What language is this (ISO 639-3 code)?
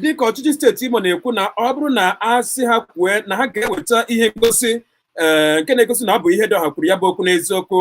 ibo